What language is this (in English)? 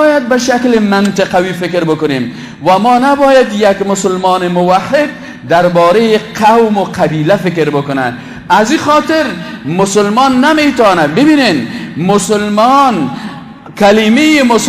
Persian